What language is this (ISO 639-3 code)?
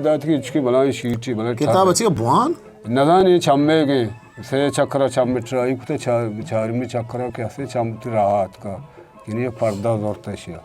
bgp